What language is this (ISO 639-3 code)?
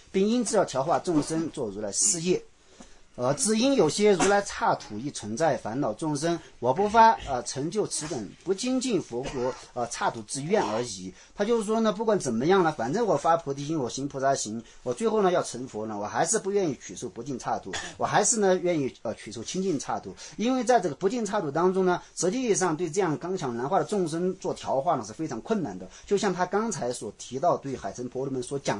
zho